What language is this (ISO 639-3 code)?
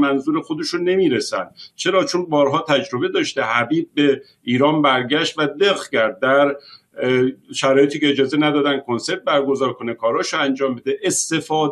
fas